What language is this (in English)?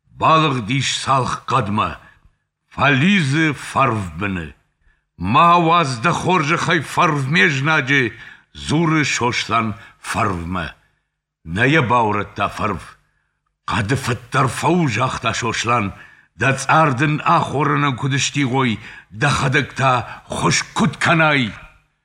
Ossetic